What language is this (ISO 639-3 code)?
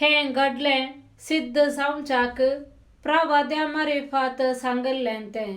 kok